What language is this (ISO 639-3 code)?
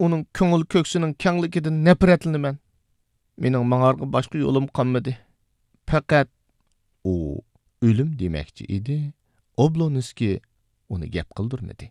uig